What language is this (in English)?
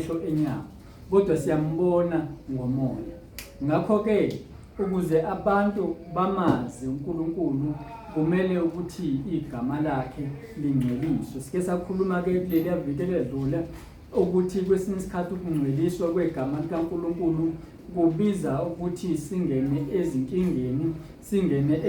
Zulu